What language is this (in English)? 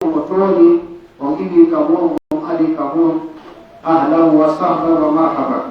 Pular